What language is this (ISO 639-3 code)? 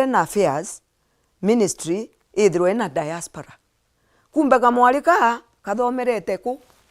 mer